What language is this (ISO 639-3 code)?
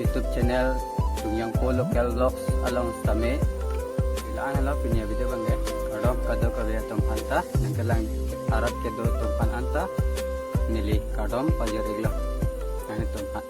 mjw